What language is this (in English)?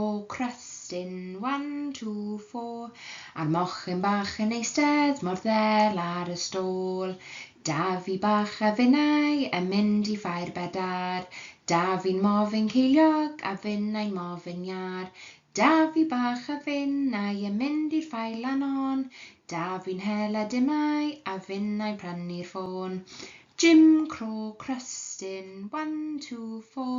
Welsh